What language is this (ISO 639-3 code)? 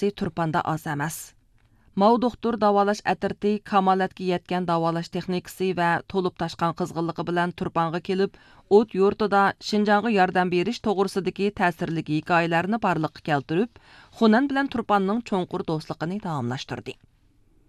uig